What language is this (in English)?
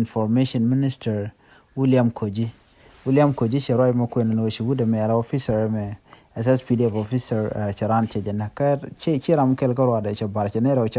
Nuer